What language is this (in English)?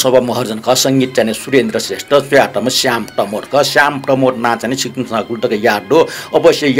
Newari